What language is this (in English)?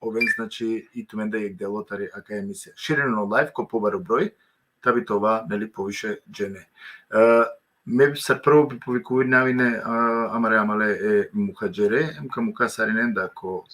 Balkan Romani